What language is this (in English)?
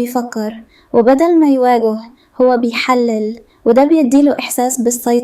Egyptian Arabic